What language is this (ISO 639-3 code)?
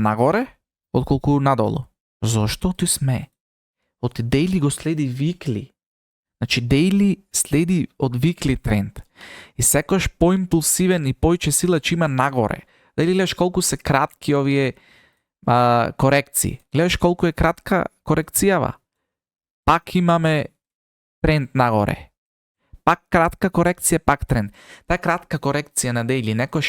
mkd